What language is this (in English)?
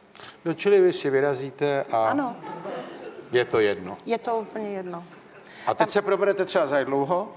Czech